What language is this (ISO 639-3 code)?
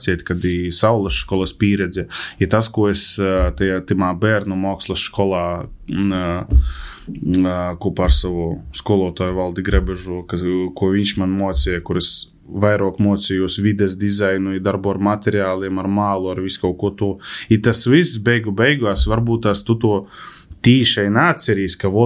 lav